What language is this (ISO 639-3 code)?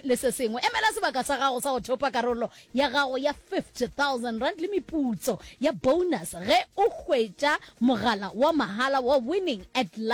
nso